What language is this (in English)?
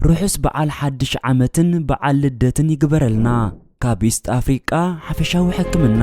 Tigrinya